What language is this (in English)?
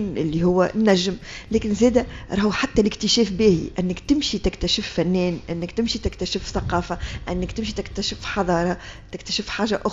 Tunisian Arabic